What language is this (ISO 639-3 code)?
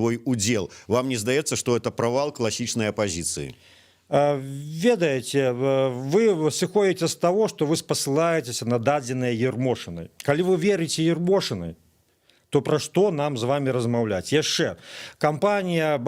bel